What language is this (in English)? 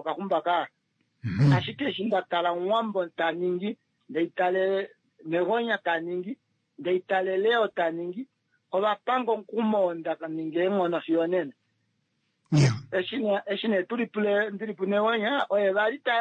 Kuanyama